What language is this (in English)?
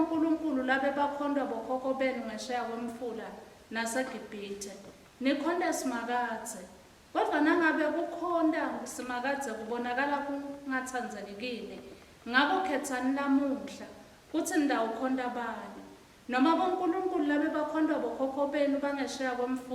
Swati